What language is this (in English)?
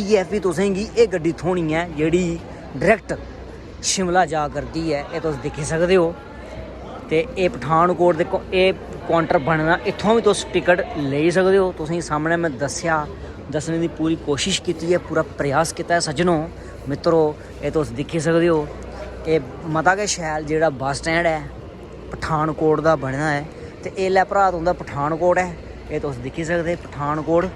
Dogri